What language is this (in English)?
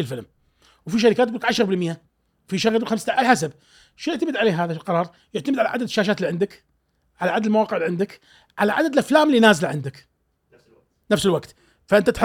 Gulf Arabic